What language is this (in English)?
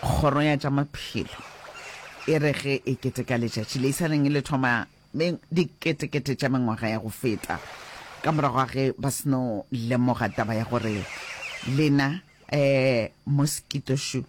Northern Sotho